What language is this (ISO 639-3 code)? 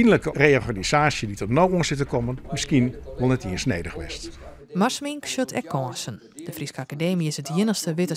fry